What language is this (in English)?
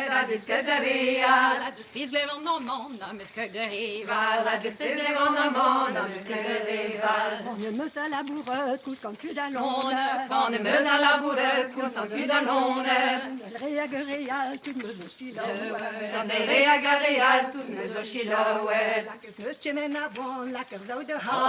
Breton